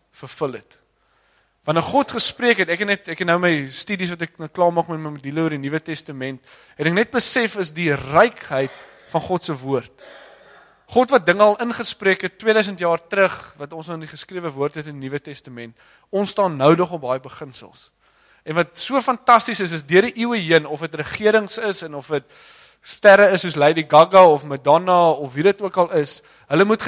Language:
Afrikaans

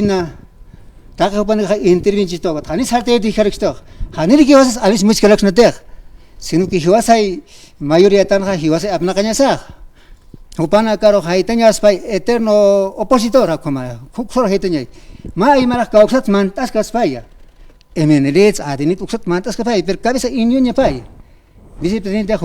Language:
Aymara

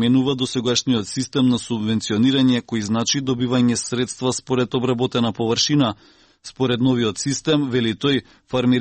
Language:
Macedonian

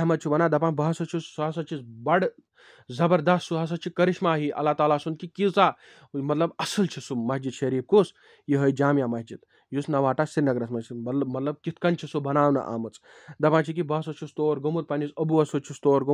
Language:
Kashmiri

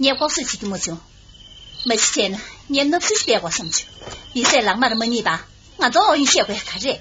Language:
Tibetan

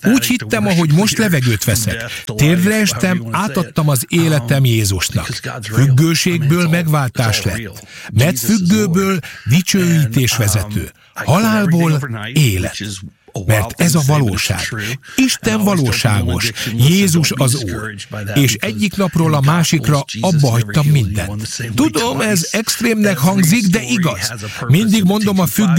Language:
Hungarian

